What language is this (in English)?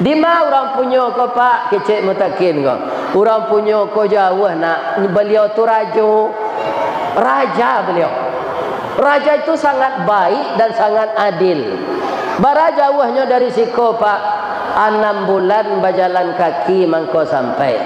Minangkabau